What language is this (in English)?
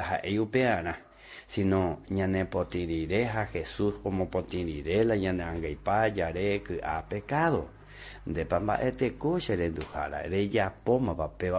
Guarani